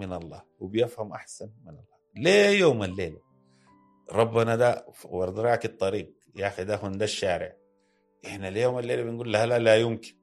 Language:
Sudanese Arabic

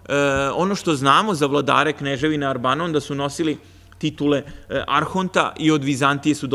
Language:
Serbian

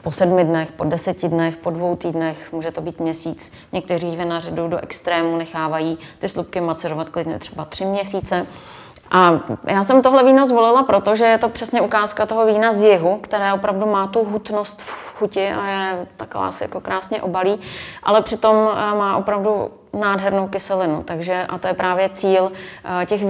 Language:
Czech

